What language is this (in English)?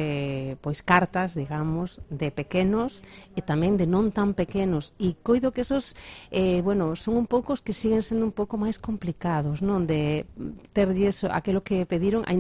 Galician